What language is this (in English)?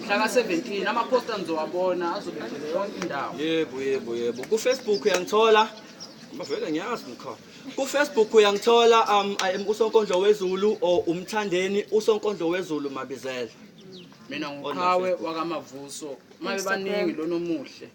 Zulu